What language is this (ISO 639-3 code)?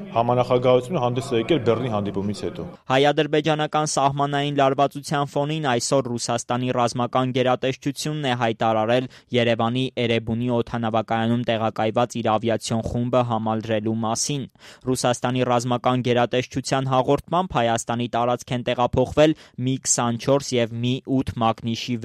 hye